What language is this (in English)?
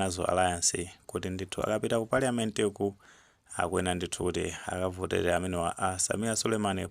Nyanja